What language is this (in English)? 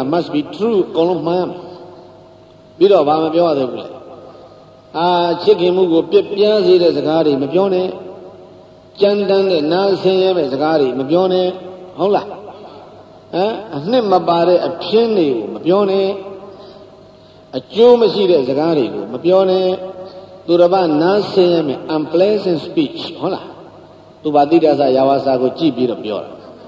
Burmese